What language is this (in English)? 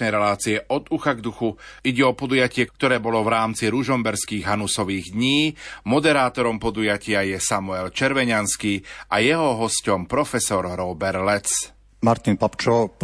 Slovak